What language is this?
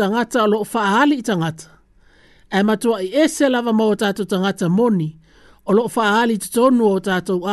Samoan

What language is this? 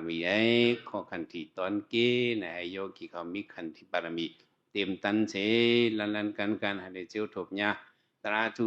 Shan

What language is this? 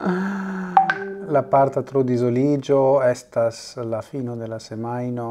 Esperanto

